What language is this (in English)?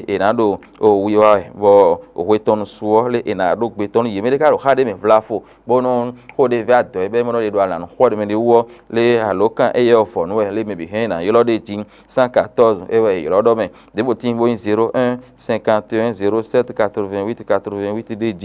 Fon